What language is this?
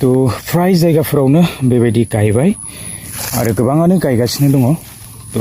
Bodo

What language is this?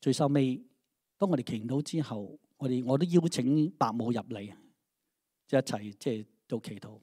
Cantonese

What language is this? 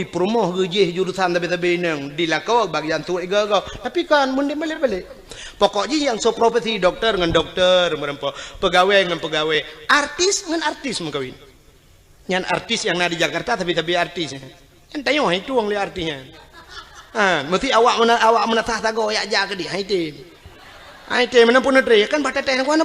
Achinese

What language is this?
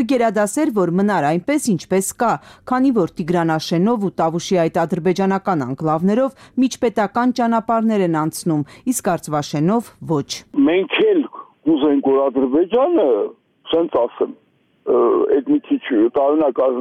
Armenian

